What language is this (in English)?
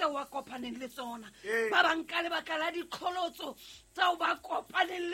Southern Sotho